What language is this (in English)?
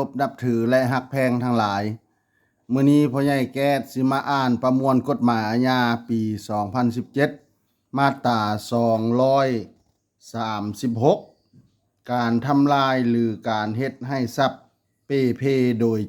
Lao